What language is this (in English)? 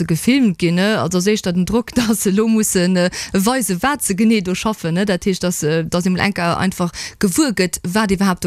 Luxembourgish